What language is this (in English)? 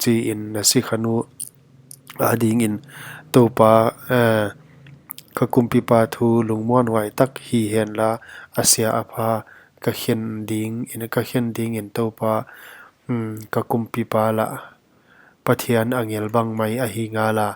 Paite Chin